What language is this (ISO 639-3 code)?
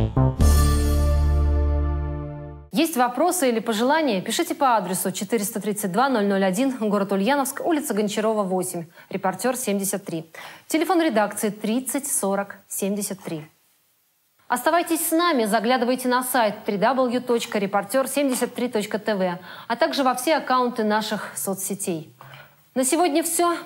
rus